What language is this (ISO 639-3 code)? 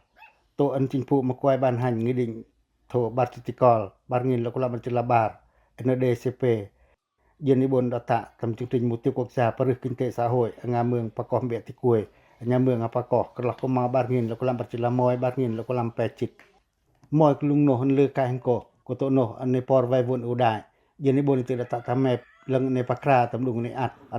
pac